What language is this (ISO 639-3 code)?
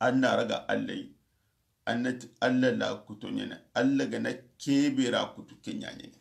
snk